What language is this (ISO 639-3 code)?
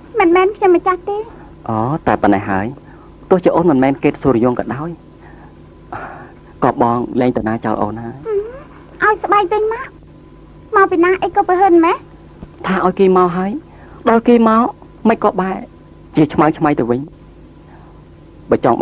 khm